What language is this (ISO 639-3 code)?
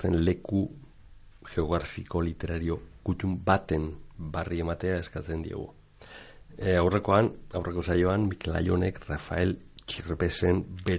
eus